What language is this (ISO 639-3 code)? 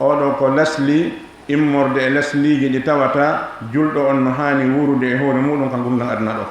ful